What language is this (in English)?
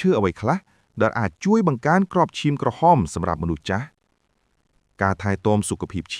Khmer